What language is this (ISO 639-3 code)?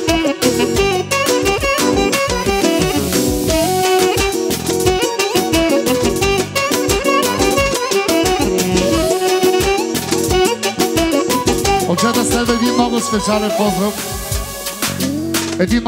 bul